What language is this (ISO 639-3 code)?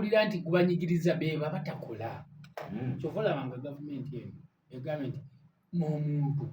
lug